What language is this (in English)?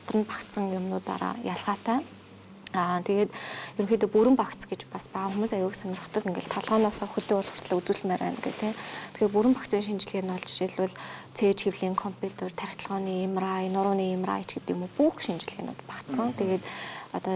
Mongolian